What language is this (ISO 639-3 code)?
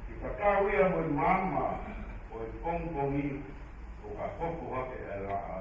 ton